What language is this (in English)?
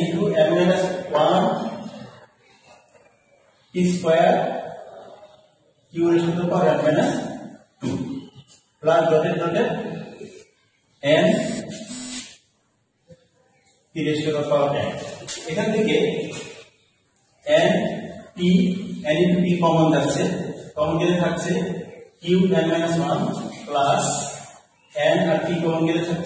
Bangla